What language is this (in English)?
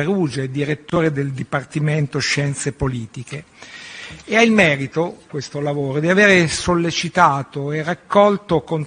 Italian